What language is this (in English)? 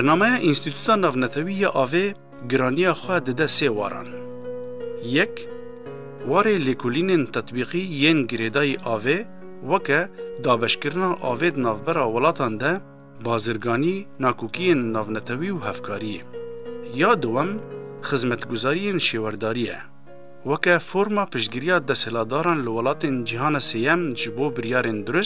Kurdish